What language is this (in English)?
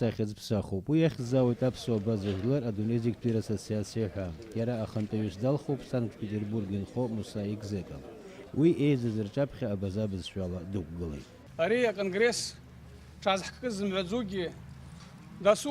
Abkhazian